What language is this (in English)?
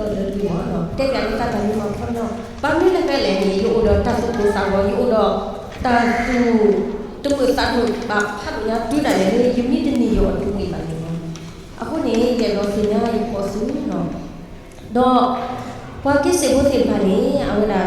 S'gaw Karen